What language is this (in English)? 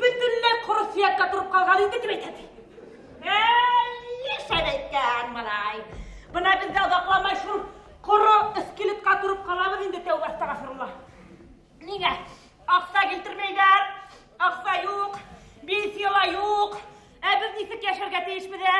Bashkir